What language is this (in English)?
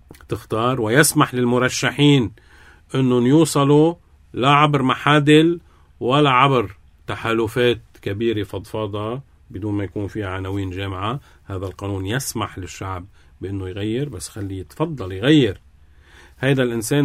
North Levantine Arabic